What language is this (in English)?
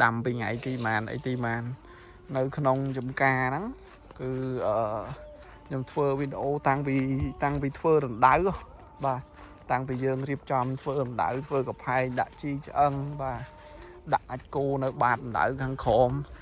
Khmer